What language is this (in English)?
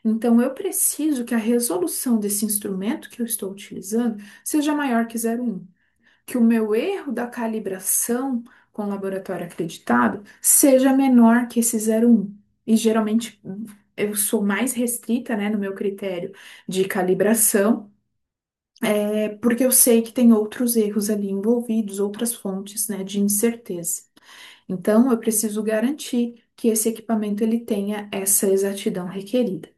Portuguese